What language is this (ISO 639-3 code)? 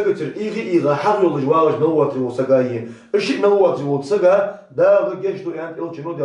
inh